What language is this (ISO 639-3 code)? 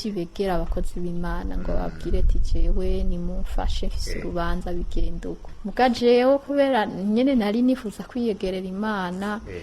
run